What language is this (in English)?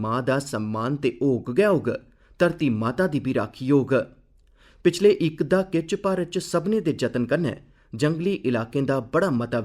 Dogri